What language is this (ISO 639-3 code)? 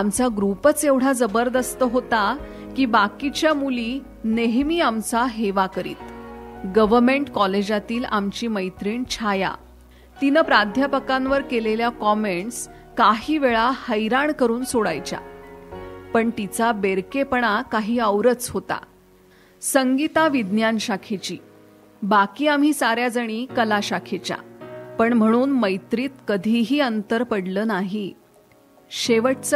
mar